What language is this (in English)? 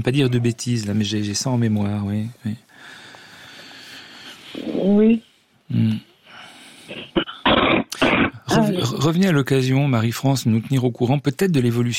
French